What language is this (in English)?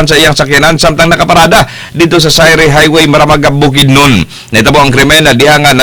Cebuano